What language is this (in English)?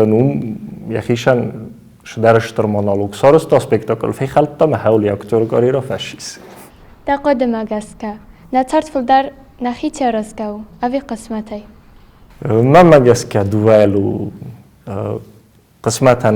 Ossetic